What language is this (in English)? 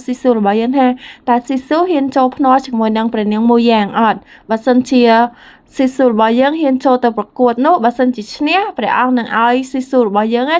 Khmer